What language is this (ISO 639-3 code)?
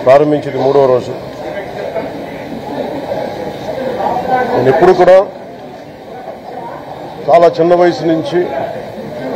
tel